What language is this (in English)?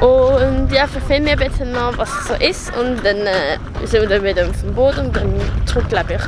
Swiss German